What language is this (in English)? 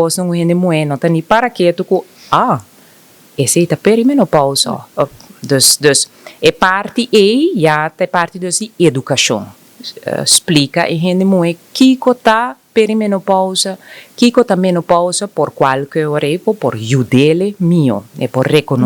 Papiamento